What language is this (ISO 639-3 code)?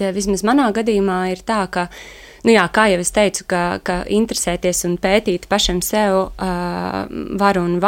lav